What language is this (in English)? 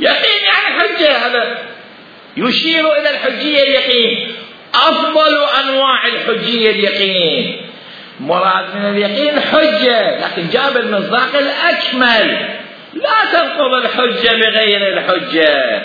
Mesopotamian Arabic